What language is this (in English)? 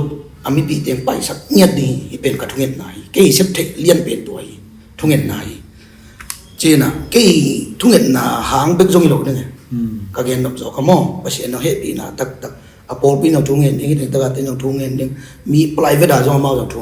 Tedim Chin